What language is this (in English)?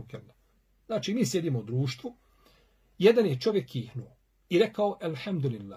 Bosnian